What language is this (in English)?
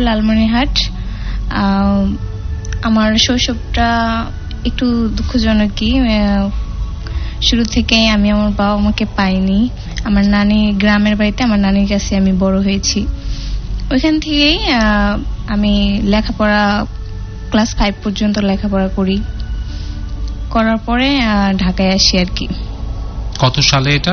Bangla